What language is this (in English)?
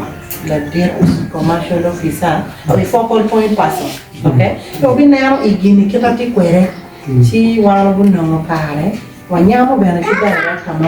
Acoli